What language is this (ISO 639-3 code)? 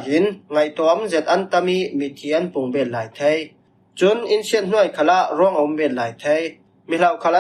cfm